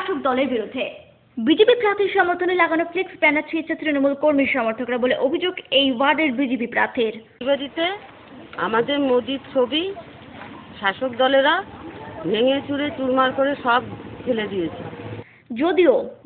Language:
Bangla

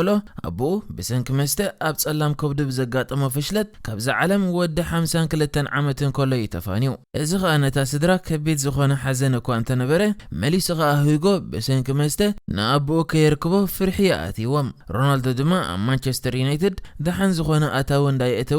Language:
Tigrinya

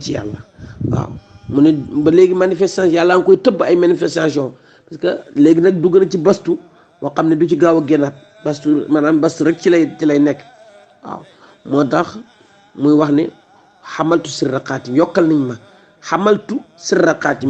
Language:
Wolof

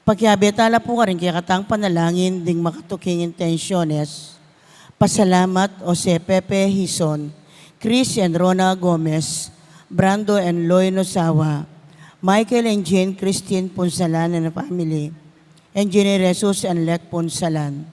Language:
Pampanga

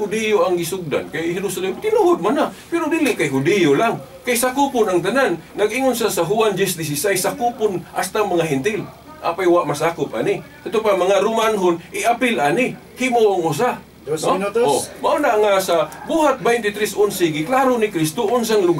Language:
Cebuano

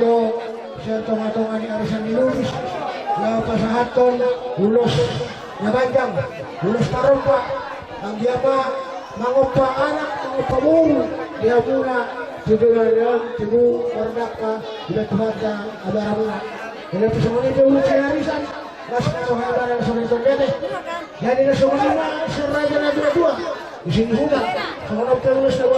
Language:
Batak Toba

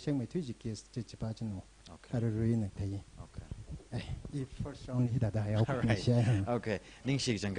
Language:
Tangkhul Naga (India)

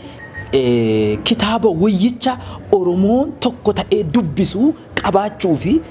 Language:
Oromo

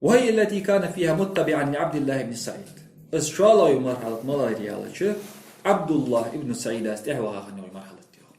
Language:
Ingush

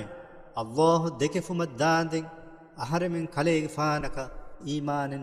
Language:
Divehi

